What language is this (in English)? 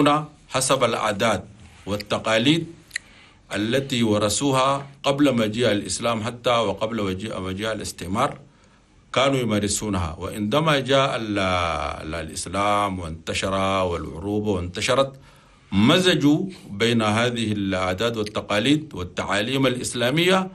Chadian Arabic